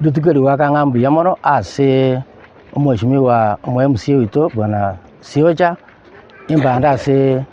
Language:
Gusii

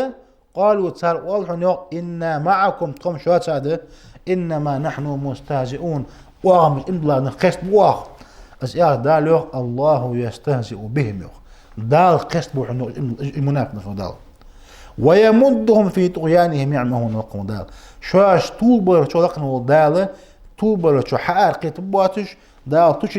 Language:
Ingush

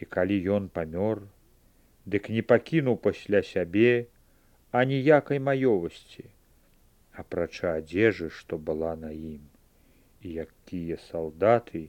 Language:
Belarusian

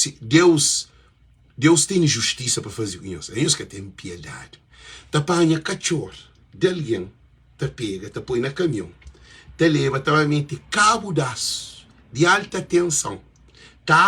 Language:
Kabuverdianu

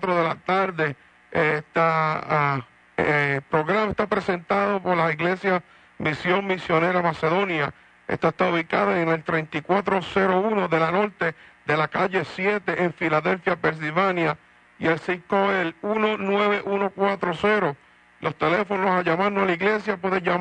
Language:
Spanish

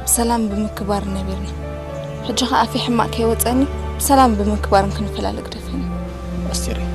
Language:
Tigrinya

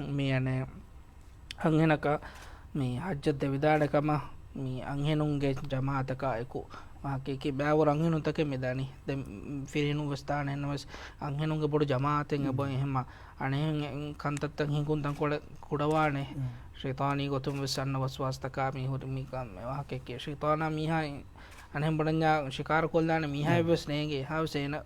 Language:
Divehi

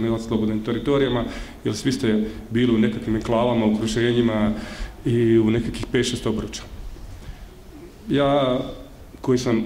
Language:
Bosnian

